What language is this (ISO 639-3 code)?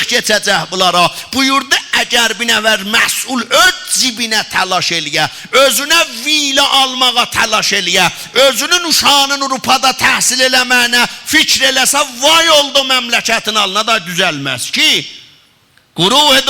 azb